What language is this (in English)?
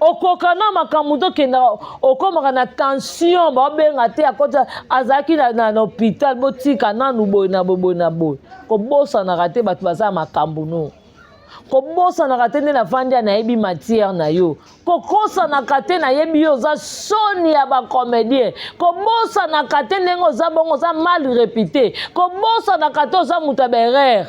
Lingala